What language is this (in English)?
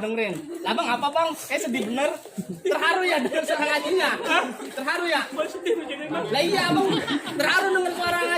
Betawi